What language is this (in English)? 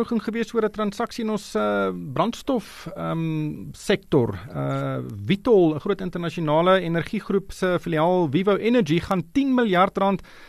Afrikaans